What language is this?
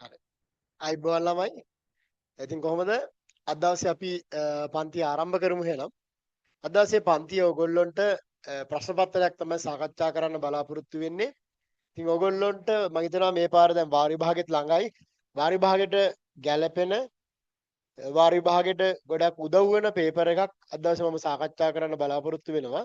Sinhala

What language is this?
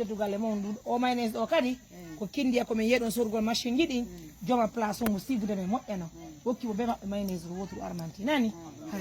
Fula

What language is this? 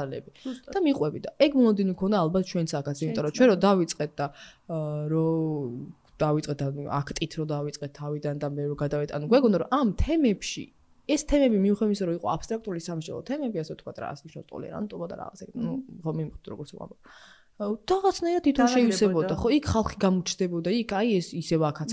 Georgian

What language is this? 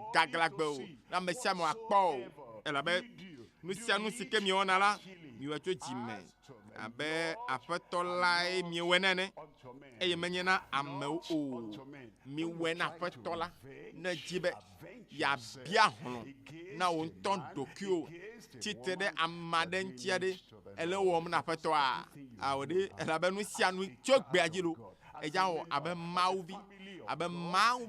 Ewe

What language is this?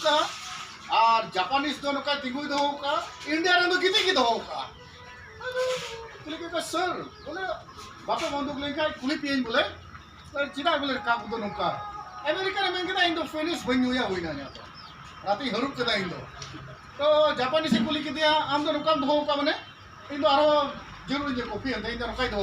Santali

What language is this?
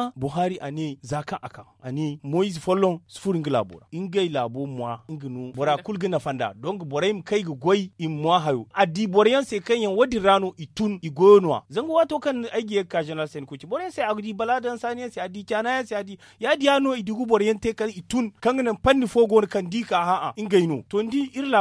Zarma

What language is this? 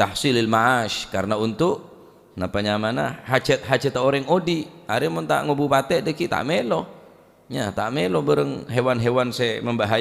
Madurese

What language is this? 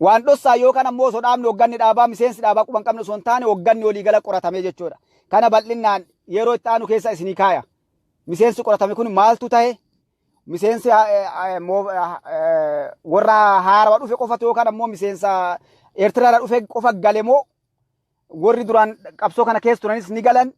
Oromo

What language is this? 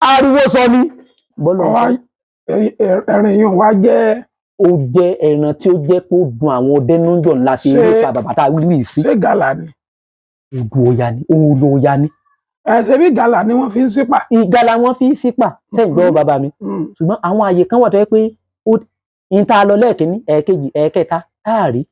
Yoruba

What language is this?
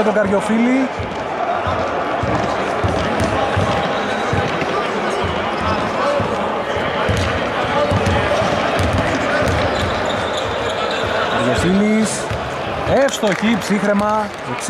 Greek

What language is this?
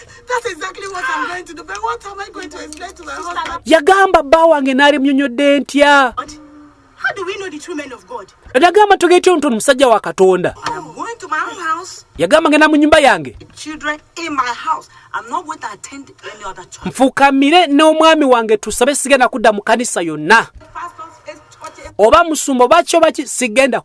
Ganda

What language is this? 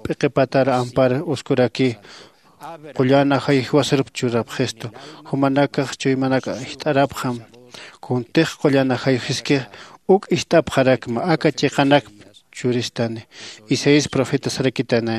Aymara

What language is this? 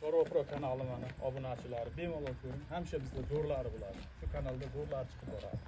Uzbek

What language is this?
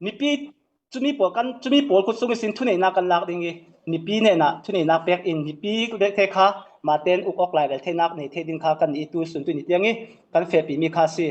Falam Chin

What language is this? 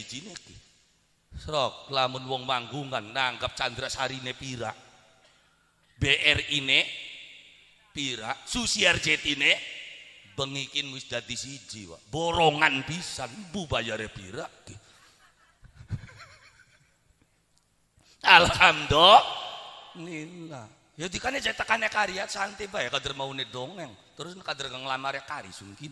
Javanese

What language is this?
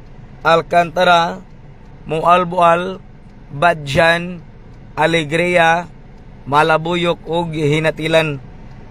Cebuano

